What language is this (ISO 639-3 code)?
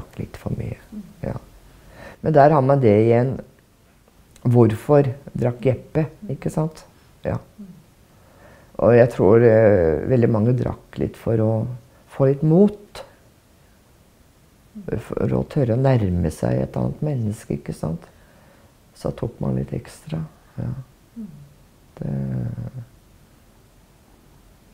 nor